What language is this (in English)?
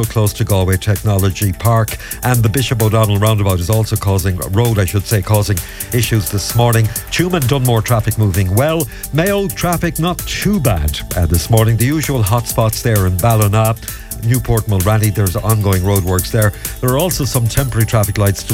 English